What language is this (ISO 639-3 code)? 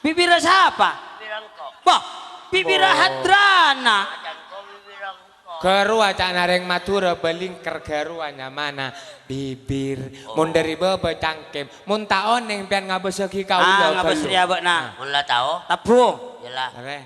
mad